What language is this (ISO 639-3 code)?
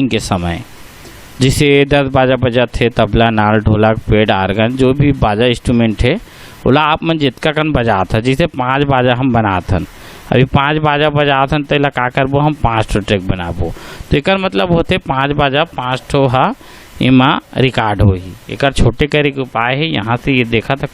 hne